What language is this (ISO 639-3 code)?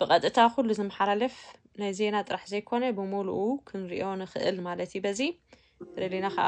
tir